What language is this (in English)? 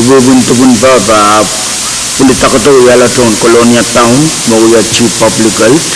Pohnpeian